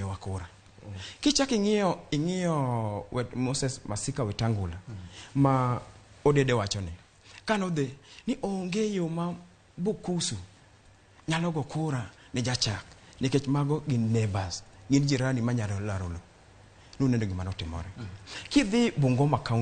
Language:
Luo (Kenya and Tanzania)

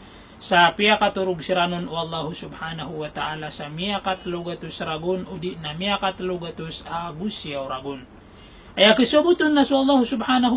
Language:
Maranao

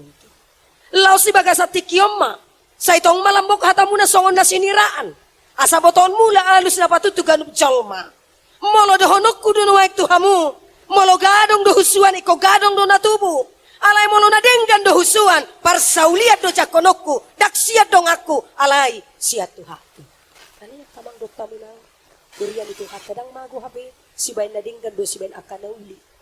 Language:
Batak Toba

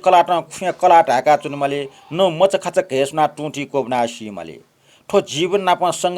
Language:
Newari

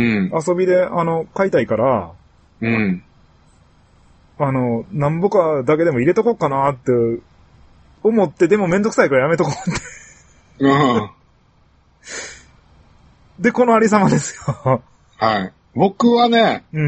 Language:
Japanese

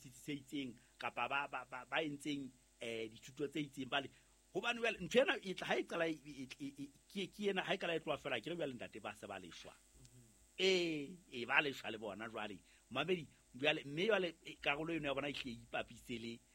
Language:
Southern Sotho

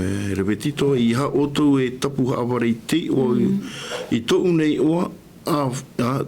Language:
Tahitian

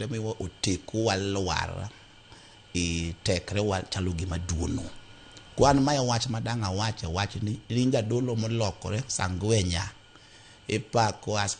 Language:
Luo (Kenya and Tanzania)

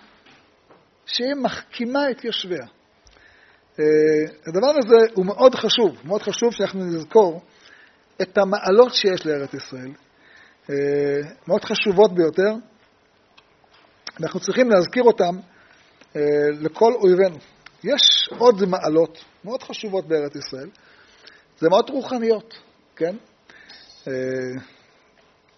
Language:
Hebrew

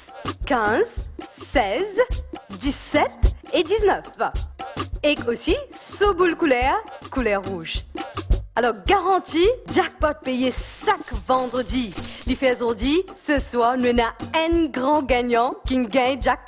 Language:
Morisyen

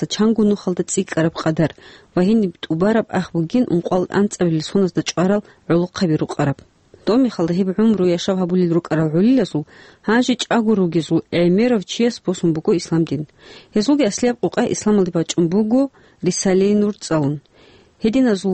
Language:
Avaric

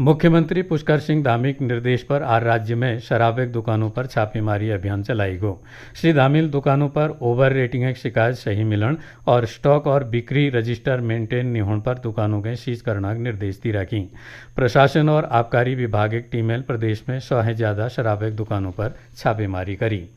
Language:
Garhwali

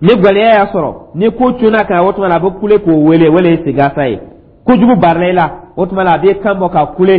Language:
Dyula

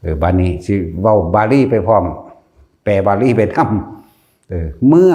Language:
Lao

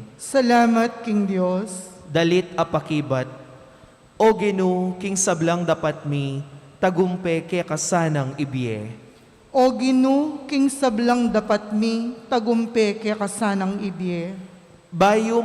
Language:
Pampanga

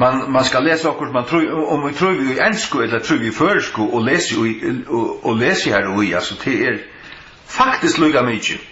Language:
Faroese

